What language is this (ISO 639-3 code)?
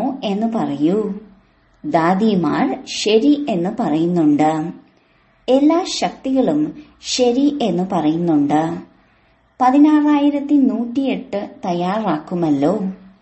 mal